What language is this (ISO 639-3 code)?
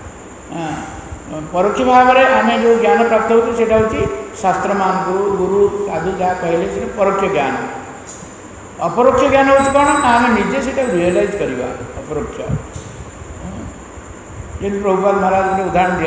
ori